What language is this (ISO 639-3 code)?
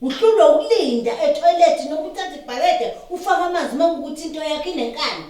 zul